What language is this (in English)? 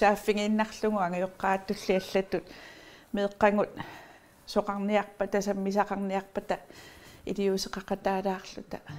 Kalaallisut